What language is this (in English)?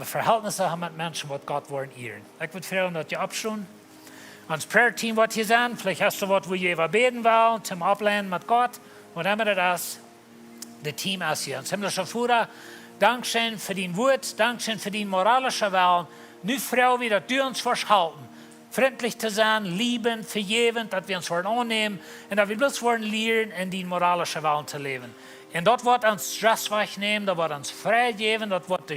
Plautdietsch